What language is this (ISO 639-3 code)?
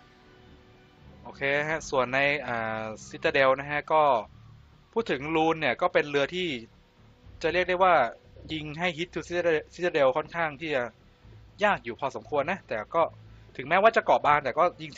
tha